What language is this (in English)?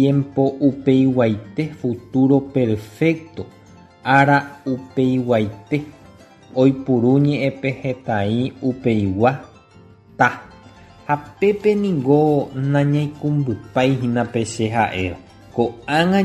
Guarani